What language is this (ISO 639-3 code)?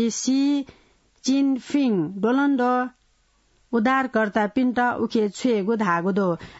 new